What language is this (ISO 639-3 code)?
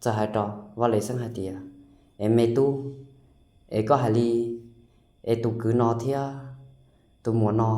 hmn